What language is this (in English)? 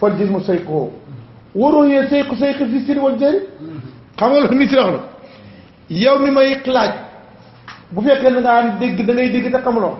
Wolof